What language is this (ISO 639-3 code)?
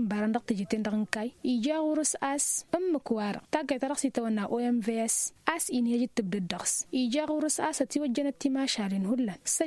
taq